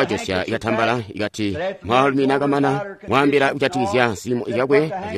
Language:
Tonga (Zambia)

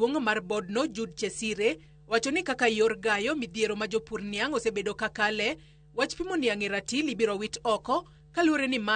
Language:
Luo (Kenya and Tanzania)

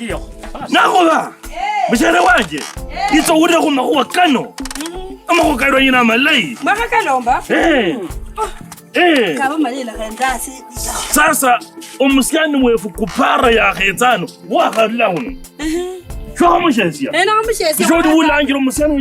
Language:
Kabras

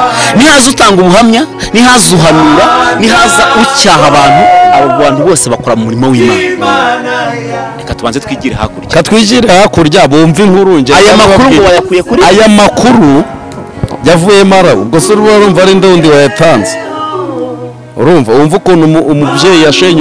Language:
Kinyarwanda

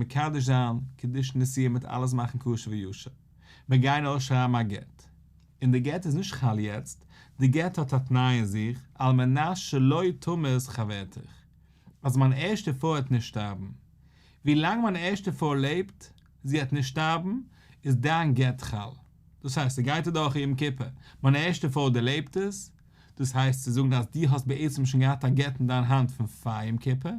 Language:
Yiddish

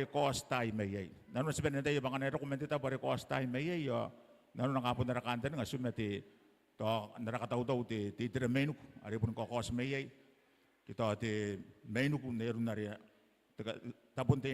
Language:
Gilbertese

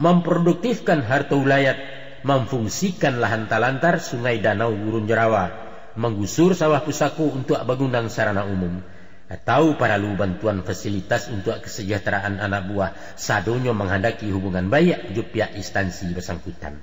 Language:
Minangkabau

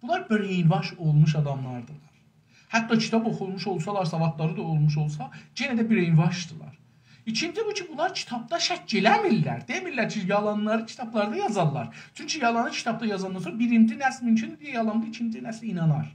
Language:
South Azerbaijani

